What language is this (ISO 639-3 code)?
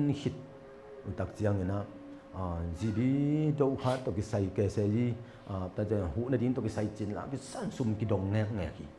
ctd